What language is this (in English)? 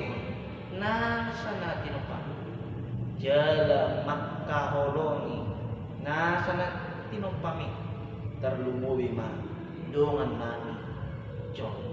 Batak Toba